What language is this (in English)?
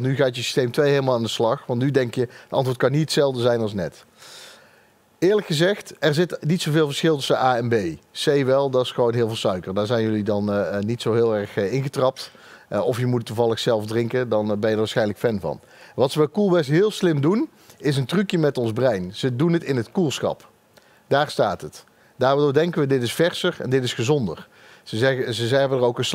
Dutch